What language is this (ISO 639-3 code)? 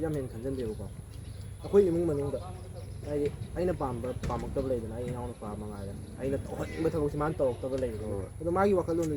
mni